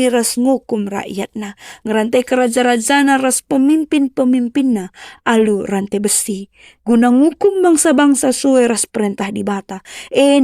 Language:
Batak Karo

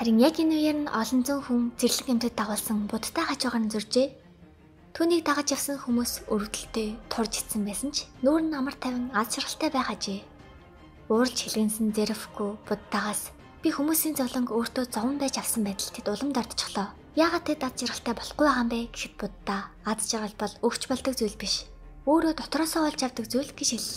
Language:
Mongolian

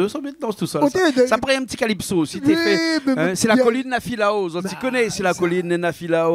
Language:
Réunion Creole French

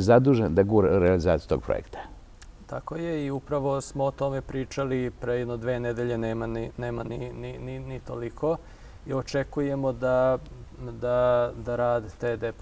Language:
Serbian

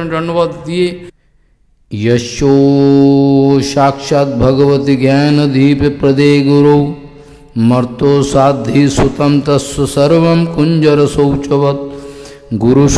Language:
Bangla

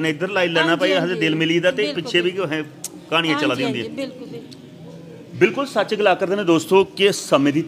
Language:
Dogri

